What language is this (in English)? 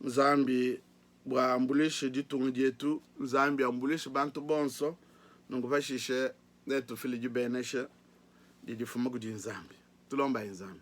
Luba-Lulua